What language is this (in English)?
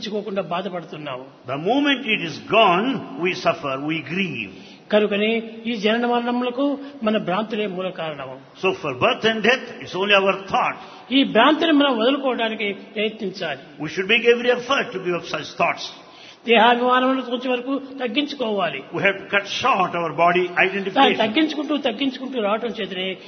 Telugu